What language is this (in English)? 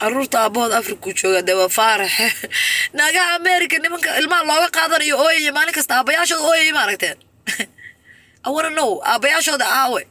Somali